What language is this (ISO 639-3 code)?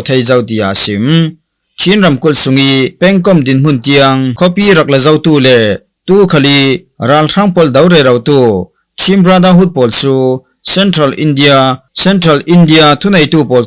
cfm